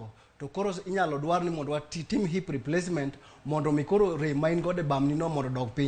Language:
Luo (Kenya and Tanzania)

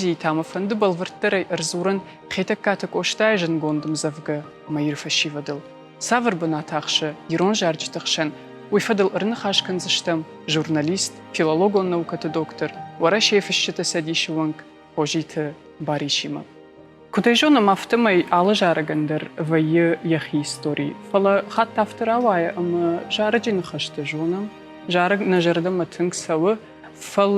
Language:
Ossetic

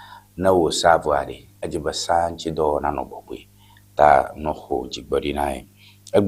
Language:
Ewe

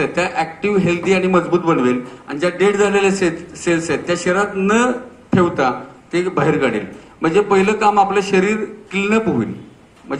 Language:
Marathi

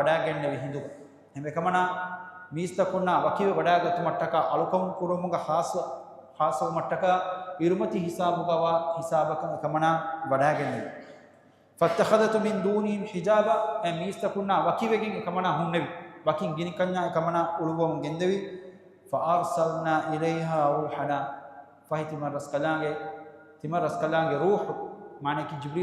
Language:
Divehi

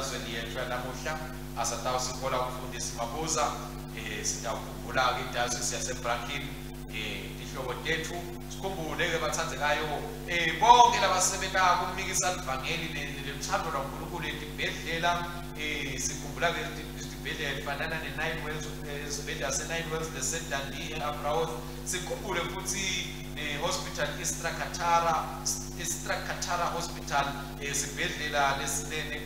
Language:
Swati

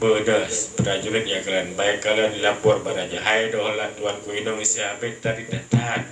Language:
Achinese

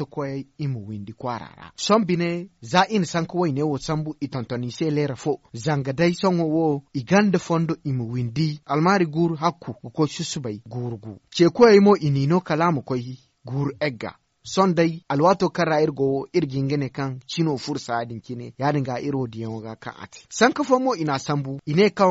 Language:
Zarma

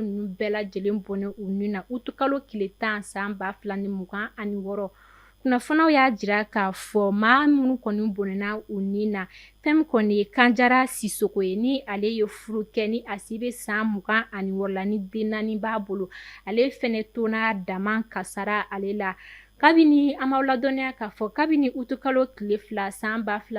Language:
Bambara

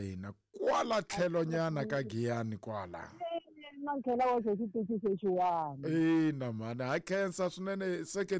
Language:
Tsonga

